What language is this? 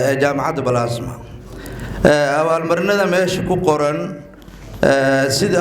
Somali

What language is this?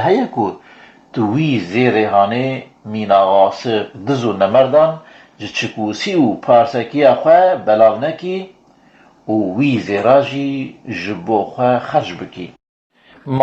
Kurdish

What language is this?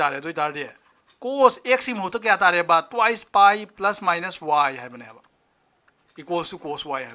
Manipuri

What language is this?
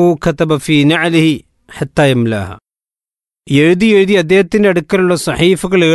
Malayalam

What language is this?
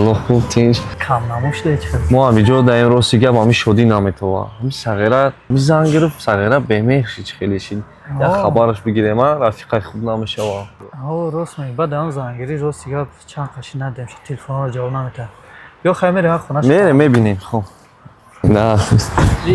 Tajik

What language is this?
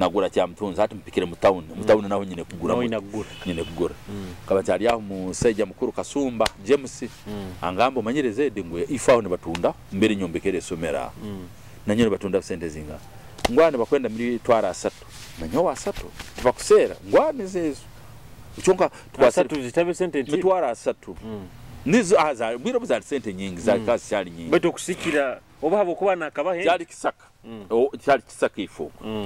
Nyoro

